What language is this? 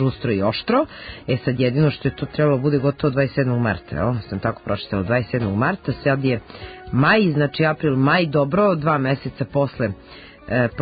Serbian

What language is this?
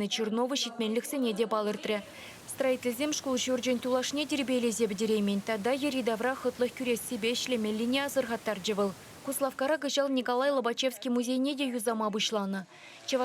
Chuvash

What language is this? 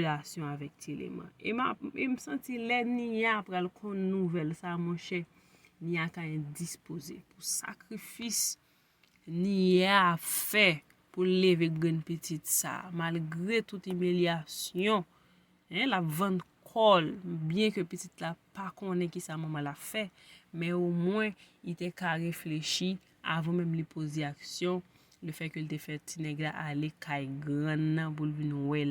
Haitian Creole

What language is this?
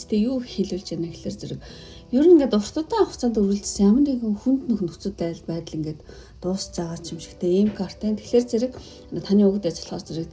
Mongolian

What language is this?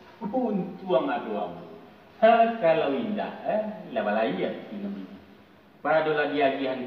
Minangkabau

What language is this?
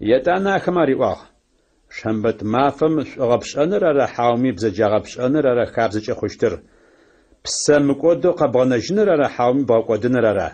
Adyghe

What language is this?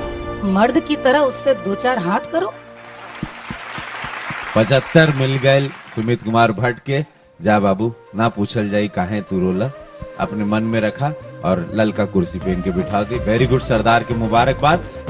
Bhojpuri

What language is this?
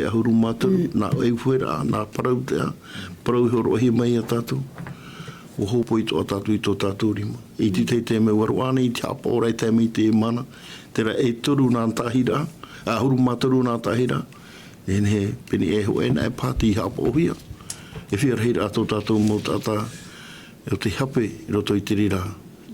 Tahitian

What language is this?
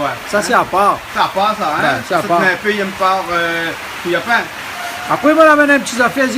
Réunion Creole French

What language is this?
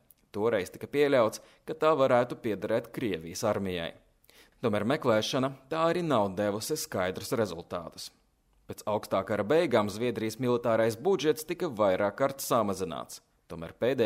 Latvian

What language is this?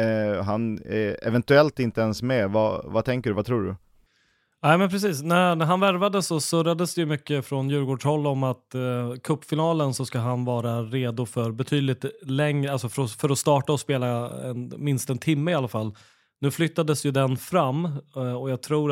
Swedish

